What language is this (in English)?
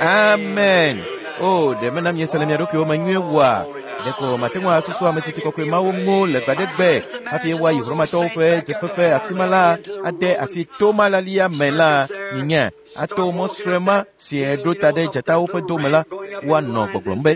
Ewe